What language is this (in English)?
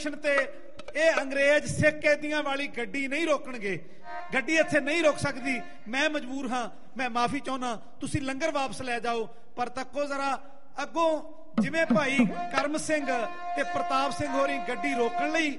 Punjabi